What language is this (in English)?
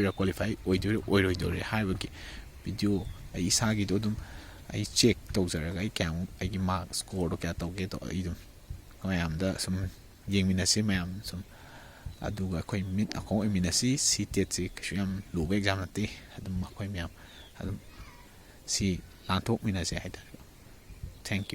Manipuri